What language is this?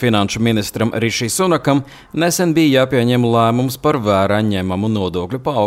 Latvian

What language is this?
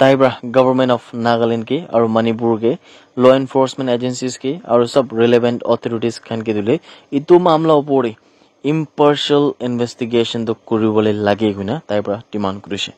Naga Pidgin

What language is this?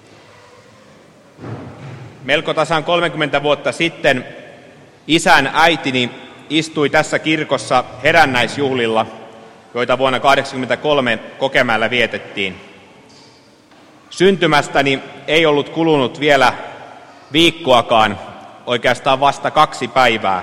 Finnish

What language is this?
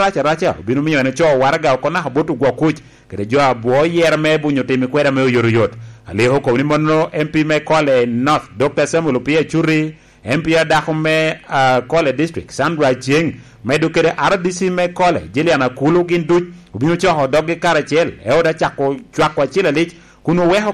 Lango (Uganda)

